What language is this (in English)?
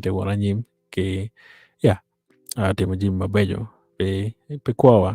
Acoli